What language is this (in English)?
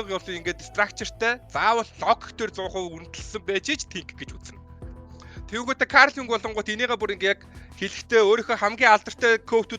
Mongolian